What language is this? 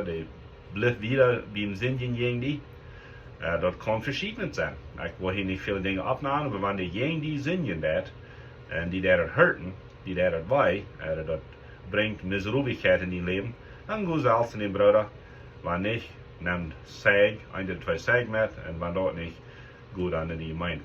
Plautdietsch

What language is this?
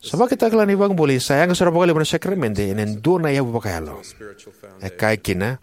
Fijian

